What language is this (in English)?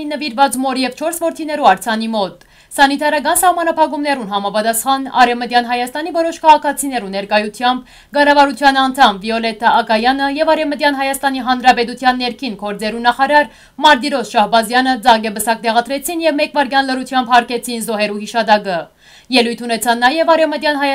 Western Armenian